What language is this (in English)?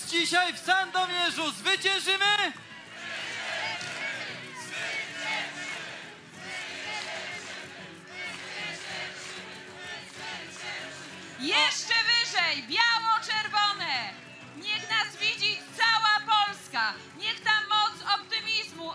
Polish